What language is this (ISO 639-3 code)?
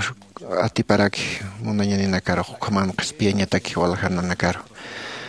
aym